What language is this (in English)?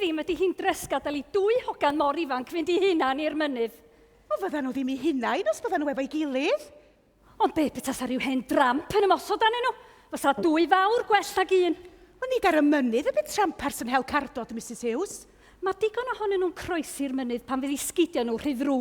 Welsh